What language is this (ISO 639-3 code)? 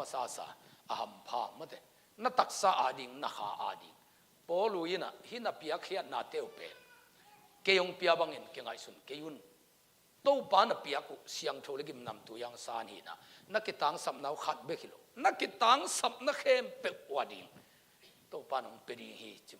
ctd